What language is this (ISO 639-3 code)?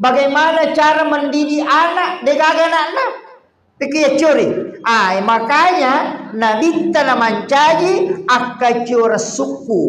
bug